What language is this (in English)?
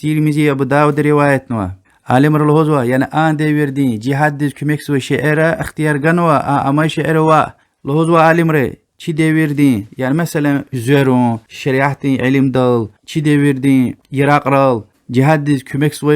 Lezghian